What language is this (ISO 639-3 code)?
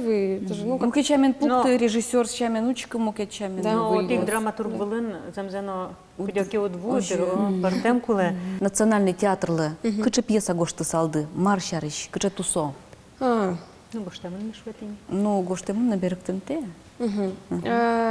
udm